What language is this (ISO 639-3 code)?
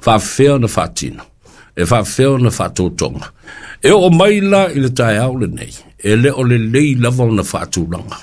smo